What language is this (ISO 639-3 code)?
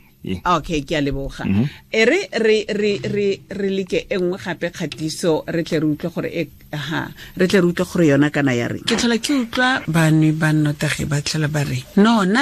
tsn